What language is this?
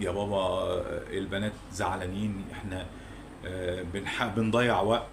Egyptian Arabic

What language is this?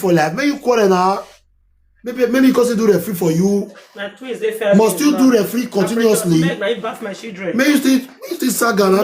Nigerian Pidgin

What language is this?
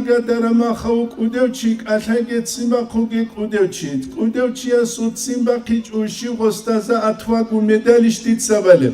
Avaric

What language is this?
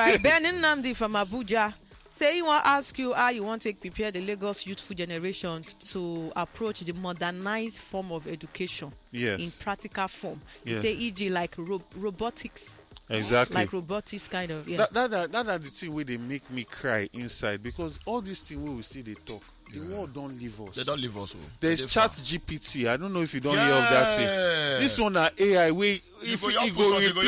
Nigerian Pidgin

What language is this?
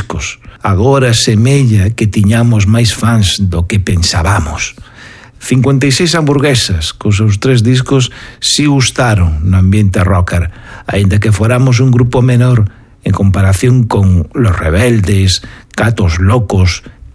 Galician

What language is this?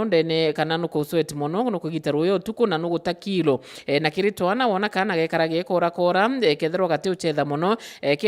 Meru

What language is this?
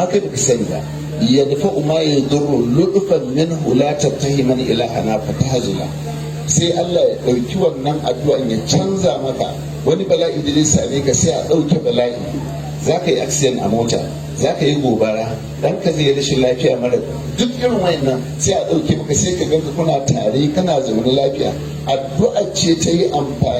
Hausa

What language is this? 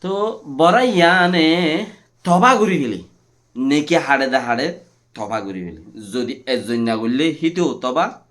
Rohingya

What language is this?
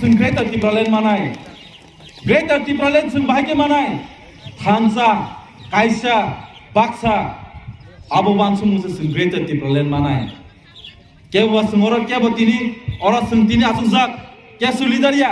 Kok Borok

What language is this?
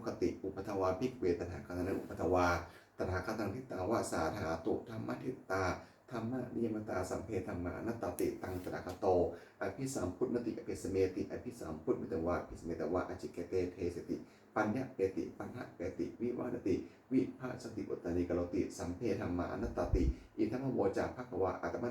Pali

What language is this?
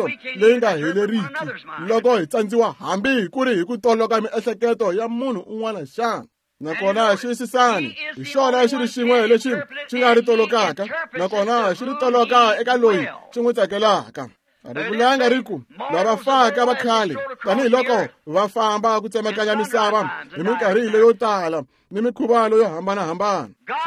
Tsonga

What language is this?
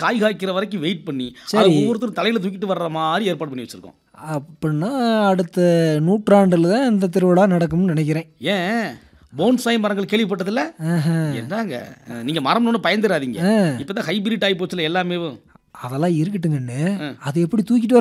Tamil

